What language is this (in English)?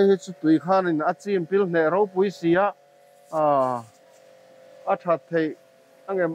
Mizo